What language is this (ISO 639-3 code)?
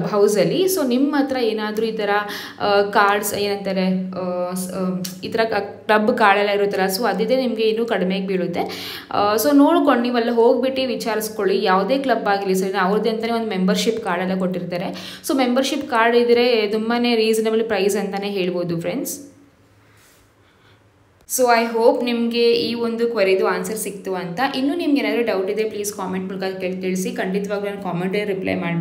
kan